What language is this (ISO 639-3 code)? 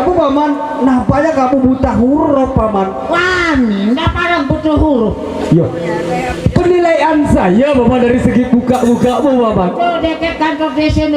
sas